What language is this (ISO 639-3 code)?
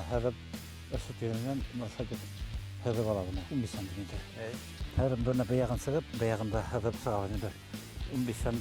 bak